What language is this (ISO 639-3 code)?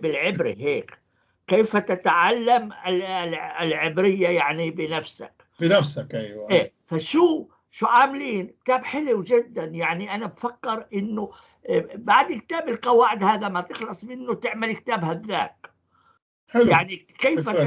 apc